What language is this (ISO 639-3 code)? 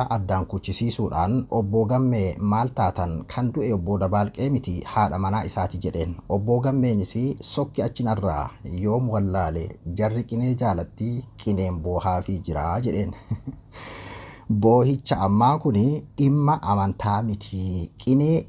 orm